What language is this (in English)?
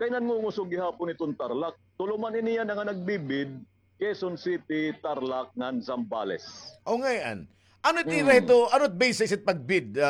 Waray